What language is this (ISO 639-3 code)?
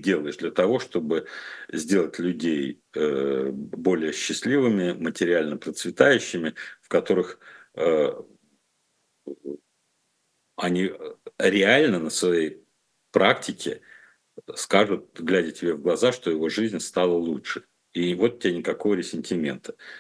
rus